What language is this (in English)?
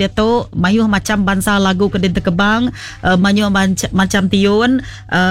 Iban